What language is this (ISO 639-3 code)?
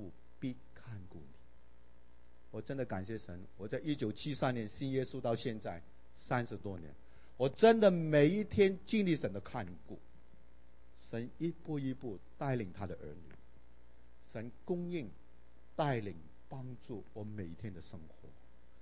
zho